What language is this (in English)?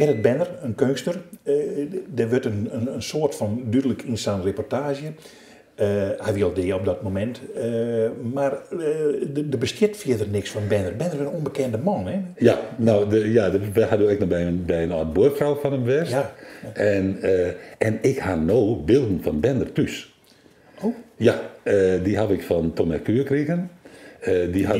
Western Frisian